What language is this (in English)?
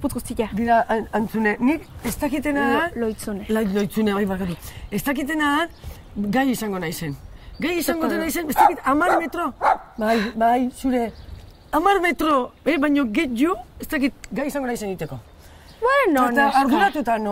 Basque